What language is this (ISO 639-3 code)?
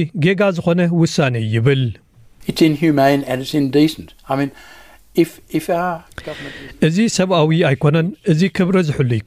tir